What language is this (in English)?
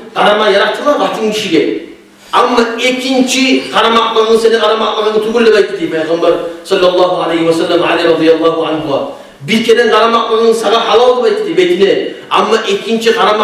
Kumyk